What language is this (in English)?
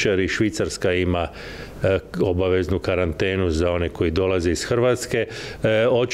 Croatian